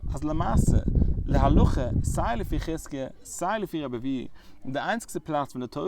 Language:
Yiddish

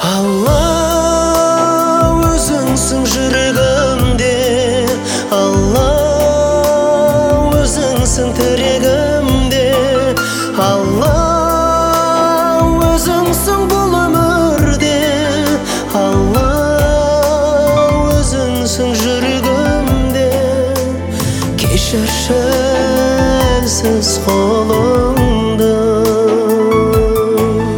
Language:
Kazakh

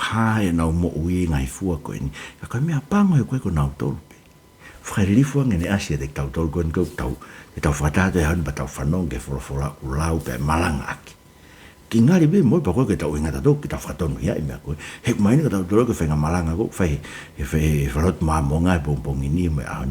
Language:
Tongan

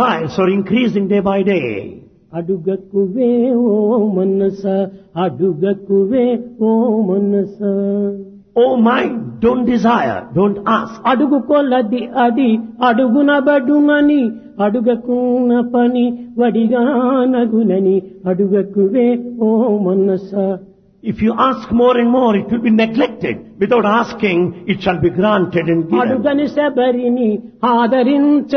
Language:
Telugu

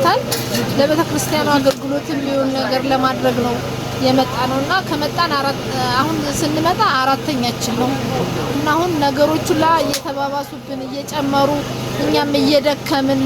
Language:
Amharic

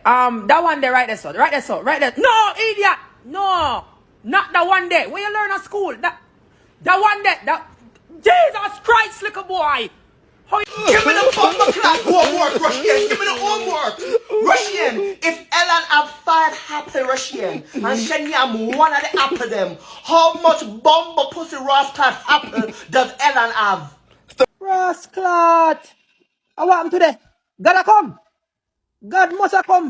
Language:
Jamaican Creole English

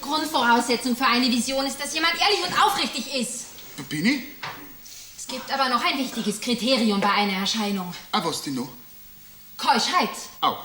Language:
Bavarian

